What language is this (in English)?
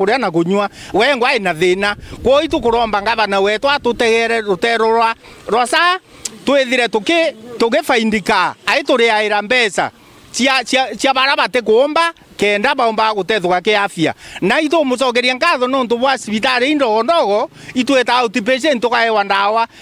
Meru